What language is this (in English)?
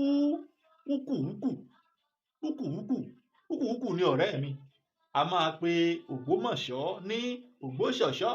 Yoruba